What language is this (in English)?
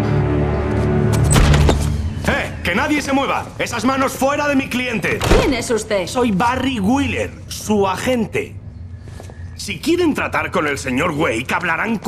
Spanish